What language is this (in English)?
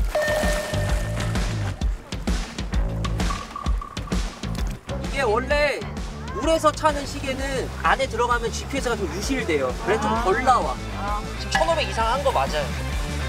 Korean